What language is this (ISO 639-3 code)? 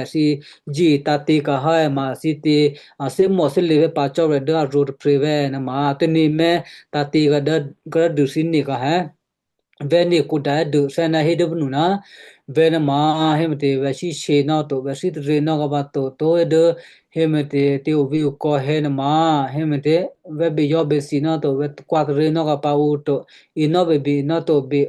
kyu